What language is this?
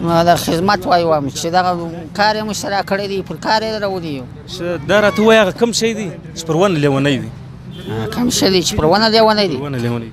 Pashto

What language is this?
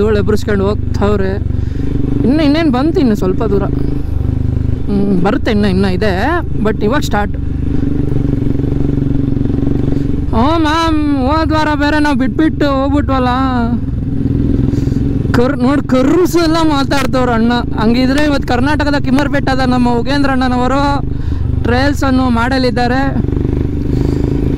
Kannada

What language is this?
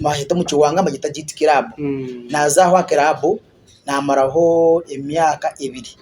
Nyankole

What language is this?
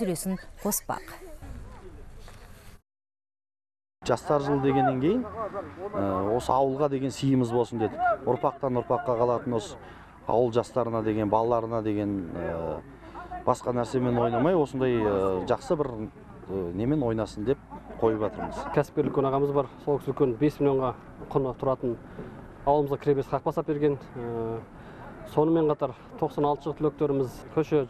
Kazakh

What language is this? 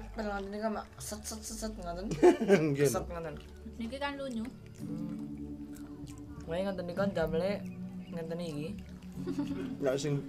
Javanese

